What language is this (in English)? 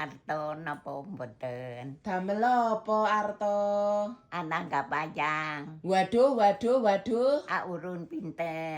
Javanese